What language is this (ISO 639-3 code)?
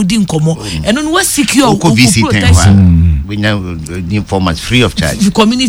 aka